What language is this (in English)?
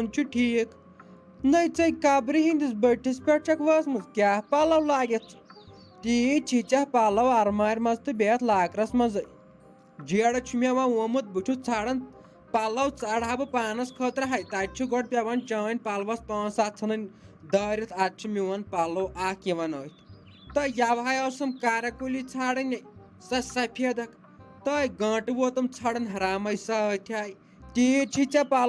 Kashmiri